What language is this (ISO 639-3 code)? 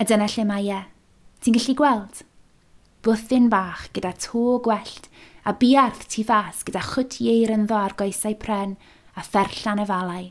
cym